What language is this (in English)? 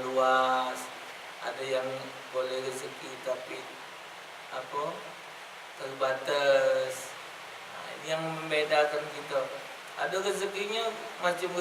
Musi